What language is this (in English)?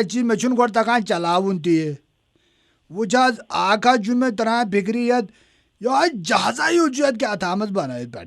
Kashmiri